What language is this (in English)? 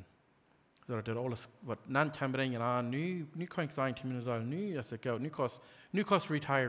Plautdietsch